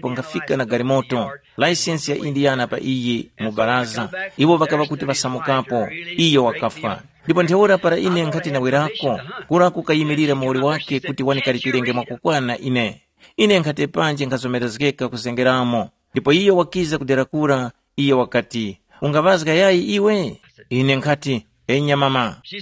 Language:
Tumbuka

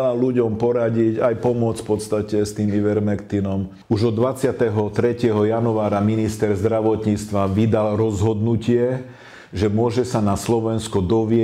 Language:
Slovak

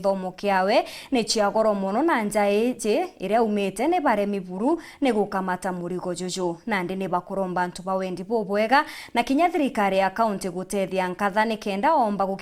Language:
Meru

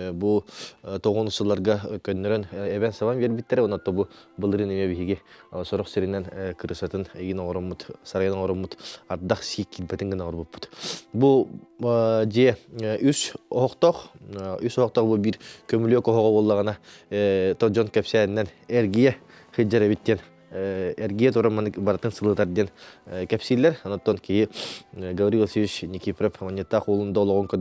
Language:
Yakut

